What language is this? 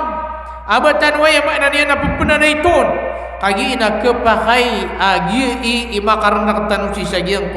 Maranao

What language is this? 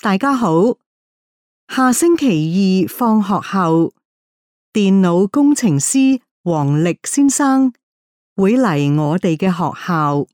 Cantonese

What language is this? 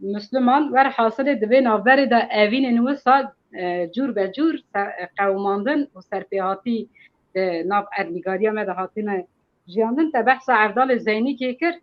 Kurdish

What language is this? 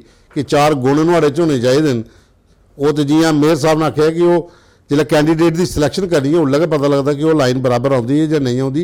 Dogri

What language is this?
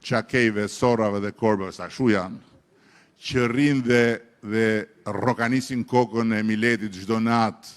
Albanian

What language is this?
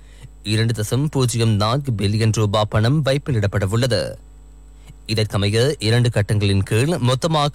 Tamil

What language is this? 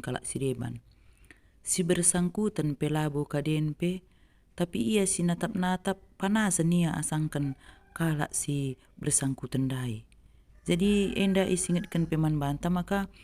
Batak Karo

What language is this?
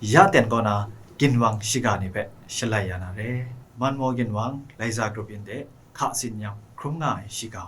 Kachin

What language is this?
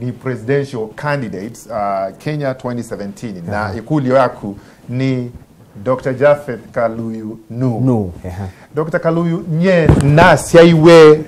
Kamba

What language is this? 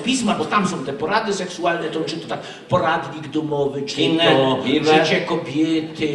Silesian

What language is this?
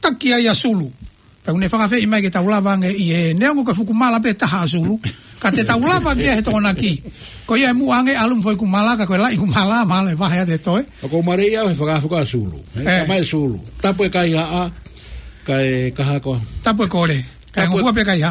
Tongan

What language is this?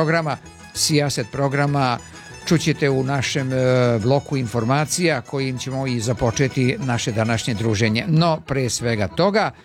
Serbian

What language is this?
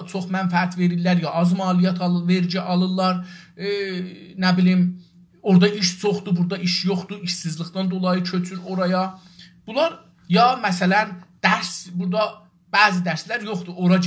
South Azerbaijani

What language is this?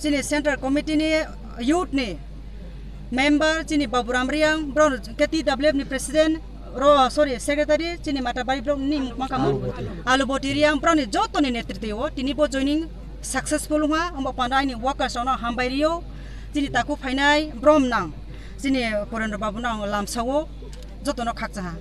Kok Borok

